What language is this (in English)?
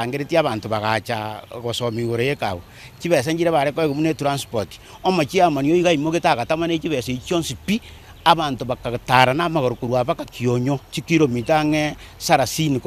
Gusii